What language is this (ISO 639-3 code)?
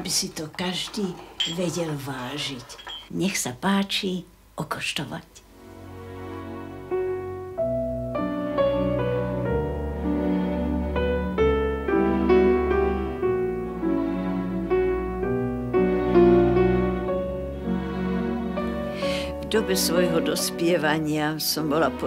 slk